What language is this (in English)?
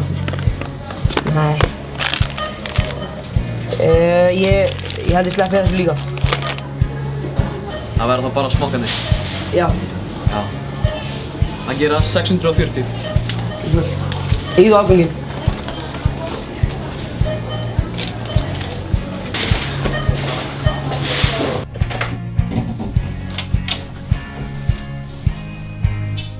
Icelandic